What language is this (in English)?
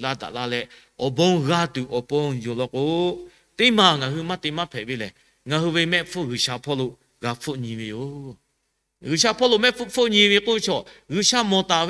Lahu